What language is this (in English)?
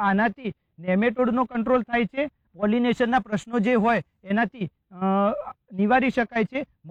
Gujarati